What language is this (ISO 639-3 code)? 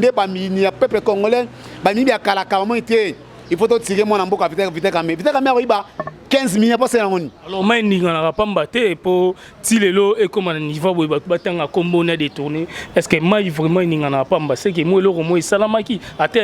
lin